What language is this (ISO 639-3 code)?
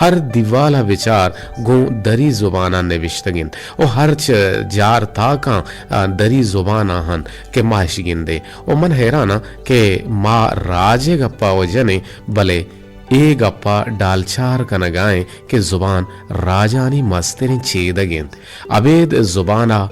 bgp